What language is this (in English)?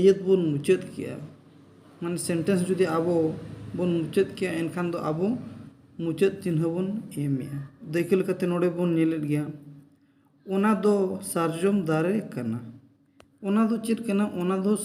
Santali